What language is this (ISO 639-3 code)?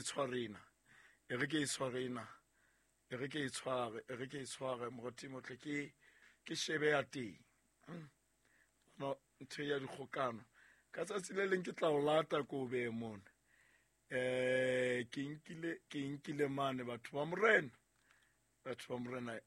sot